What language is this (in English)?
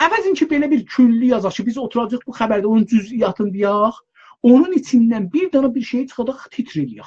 South Azerbaijani